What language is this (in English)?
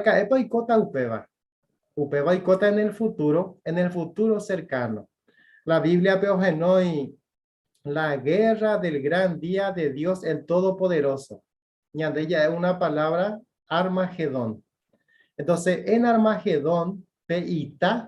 Guarani